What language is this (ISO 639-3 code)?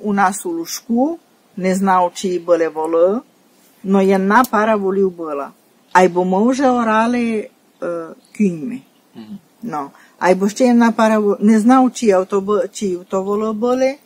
rue